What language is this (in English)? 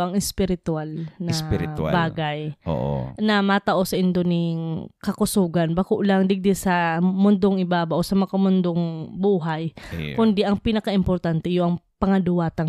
Bikol